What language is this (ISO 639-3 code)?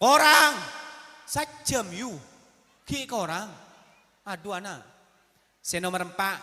mad